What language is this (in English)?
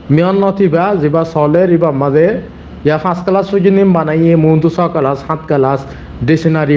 Rohingya